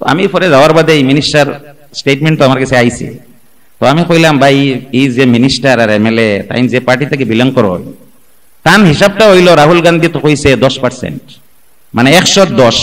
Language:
Sylheti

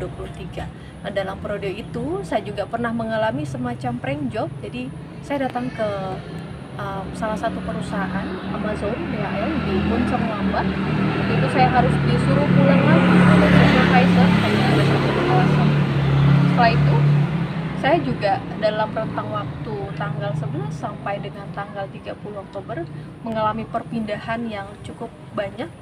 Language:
Indonesian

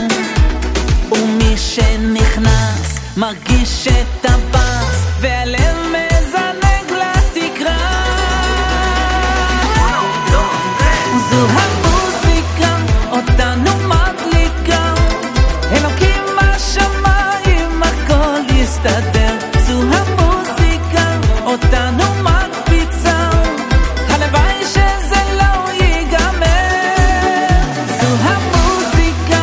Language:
Hebrew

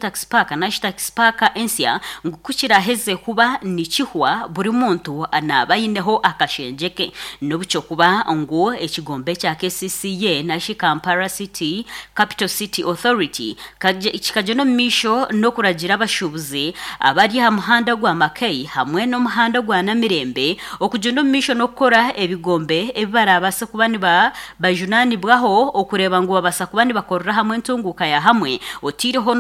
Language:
Nyankole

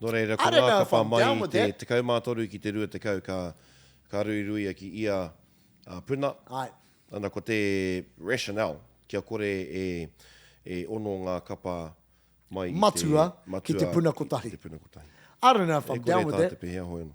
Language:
Māori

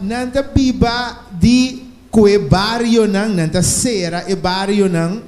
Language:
Papiamento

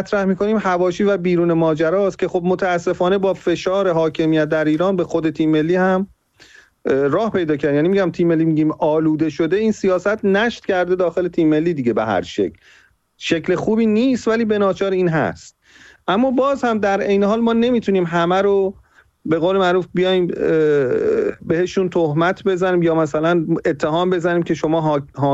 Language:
Persian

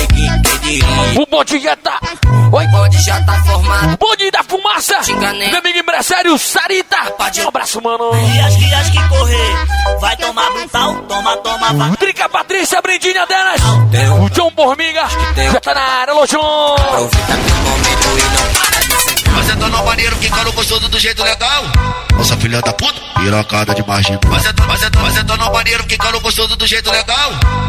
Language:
Portuguese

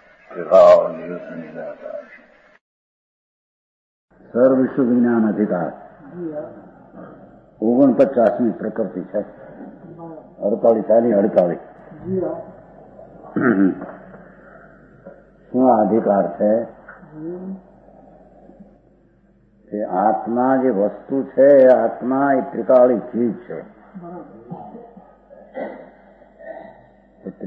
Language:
Gujarati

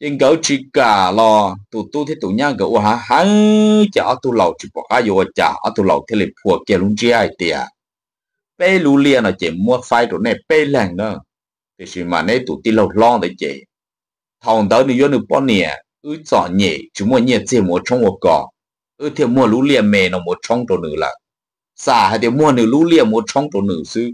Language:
Hmong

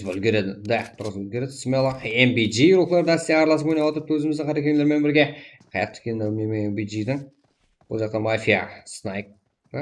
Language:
Kara-Kalpak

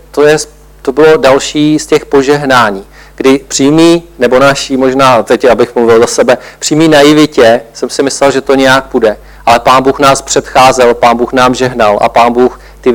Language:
Czech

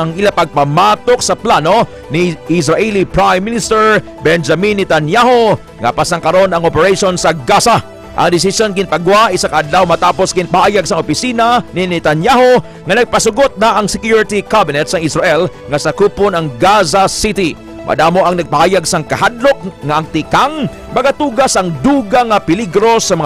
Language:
Hiligaynon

